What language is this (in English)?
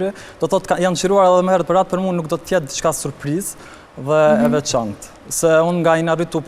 Albanian